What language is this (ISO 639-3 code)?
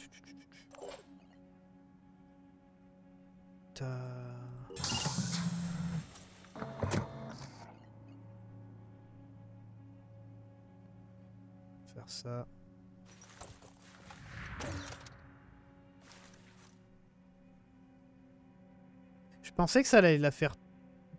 fra